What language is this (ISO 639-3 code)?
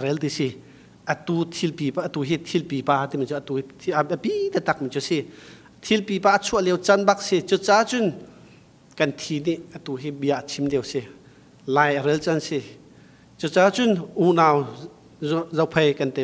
cnh